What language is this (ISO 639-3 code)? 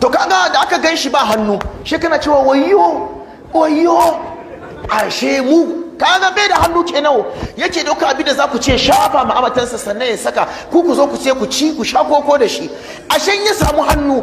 hau